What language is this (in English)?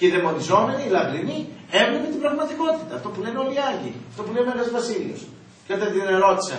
Greek